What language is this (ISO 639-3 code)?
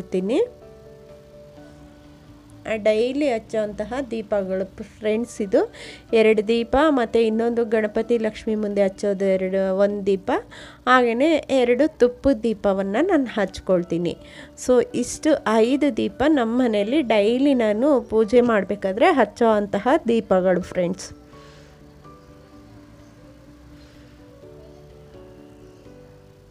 kan